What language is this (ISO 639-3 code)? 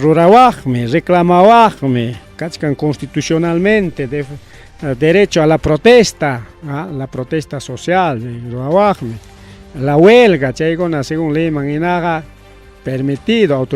quy